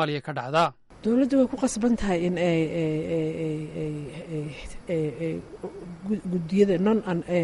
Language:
Somali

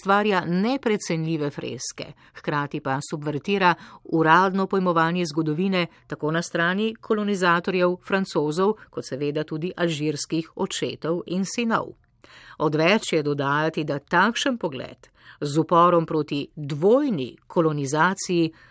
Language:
Slovenian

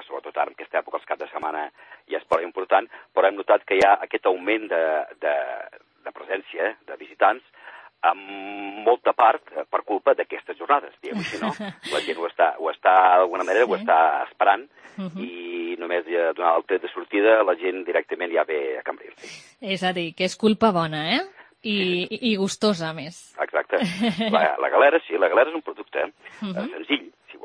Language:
Catalan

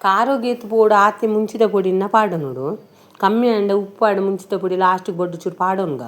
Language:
Tulu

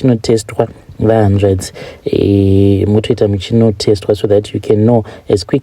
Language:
Shona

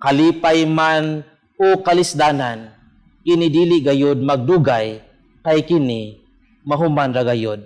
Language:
Cebuano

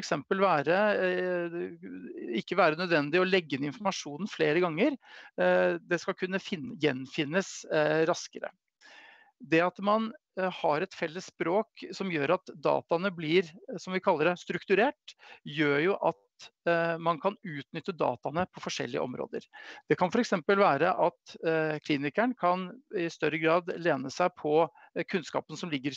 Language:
Norwegian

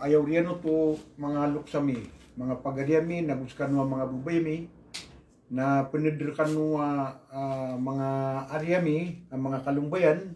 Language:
Maranao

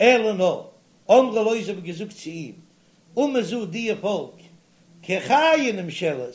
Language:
Yiddish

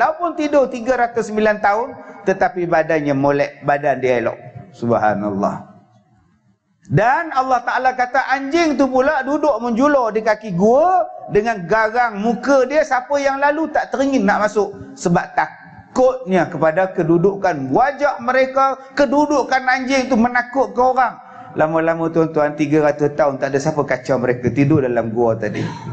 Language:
Malay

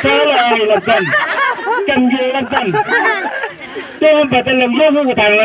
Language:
Chang Naga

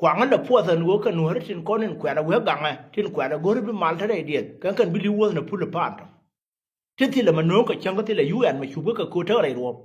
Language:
Nuer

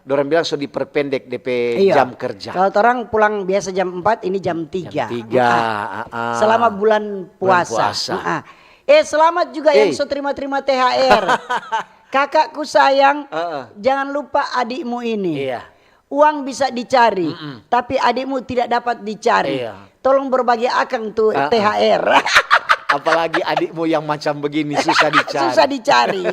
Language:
Manado Malay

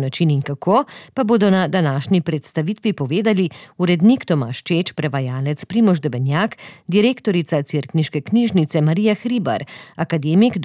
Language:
Slovenian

